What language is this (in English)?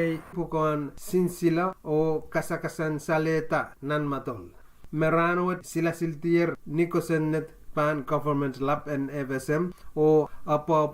Pohnpeian